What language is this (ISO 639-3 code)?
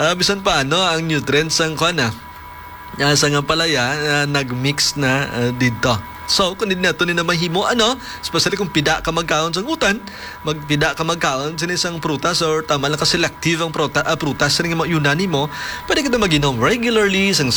hil